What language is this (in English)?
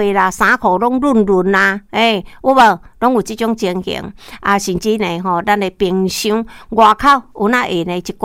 Min Nan Chinese